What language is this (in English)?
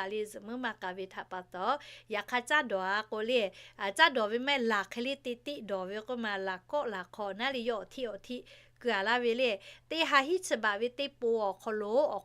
Lahu